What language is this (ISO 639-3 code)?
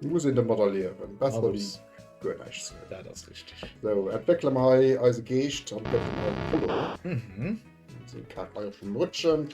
ltz